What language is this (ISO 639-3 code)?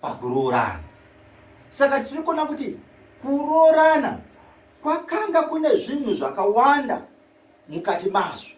sna